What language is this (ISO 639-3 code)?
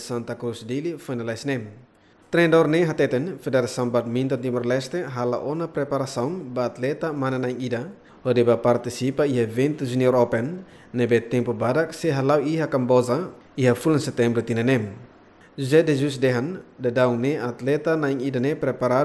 tet